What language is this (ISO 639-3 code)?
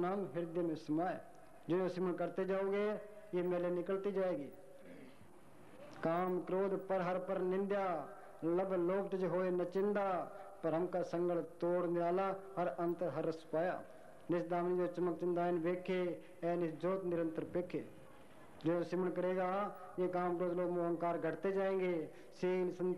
hin